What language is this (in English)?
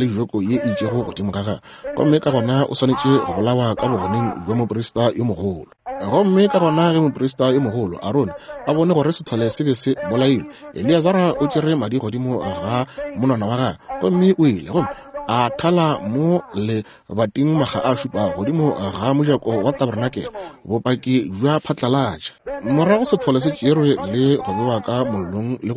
Northern Sotho